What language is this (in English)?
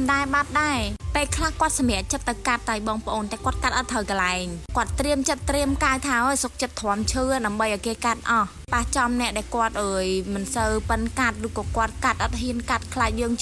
Khmer